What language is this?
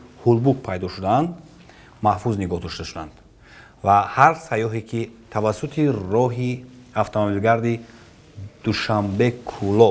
Tajik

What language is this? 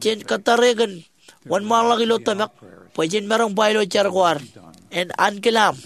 Marshallese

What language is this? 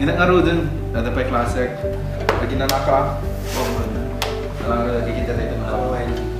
Iloko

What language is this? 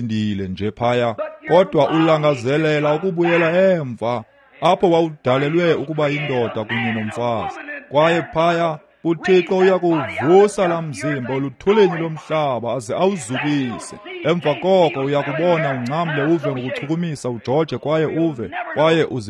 Xhosa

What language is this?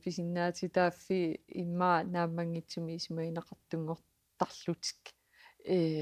Kalaallisut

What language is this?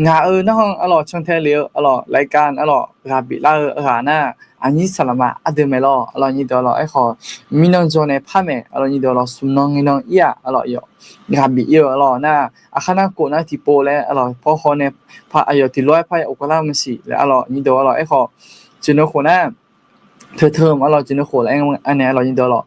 Akha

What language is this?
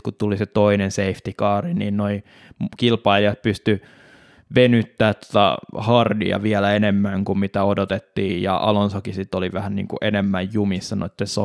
Finnish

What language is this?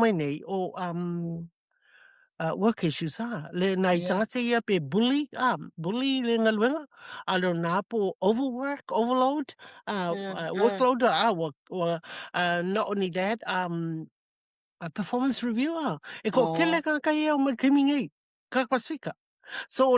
Samoan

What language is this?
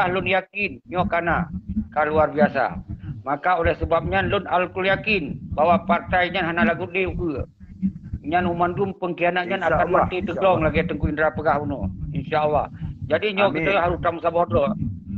Achinese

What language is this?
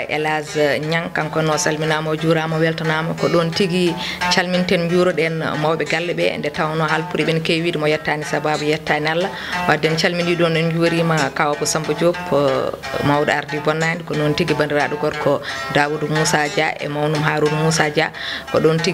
Fula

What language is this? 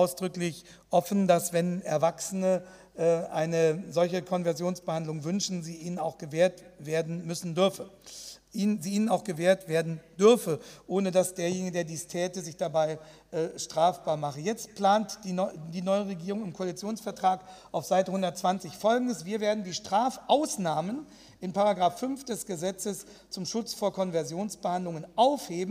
German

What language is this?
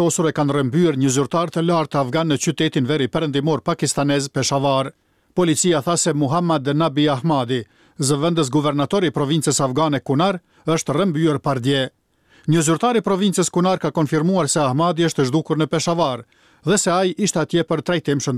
Albanian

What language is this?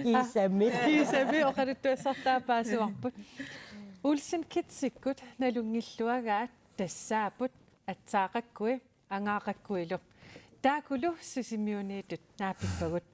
Kalaallisut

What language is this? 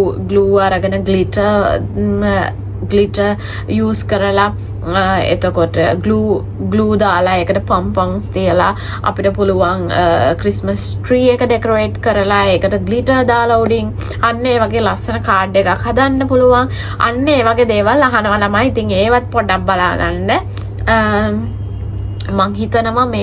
Sinhala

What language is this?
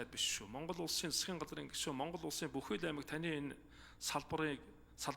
Mongolian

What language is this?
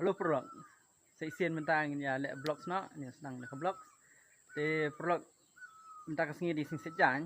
Khasi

